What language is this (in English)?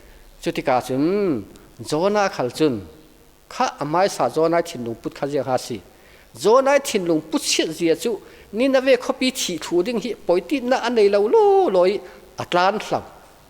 Falam Chin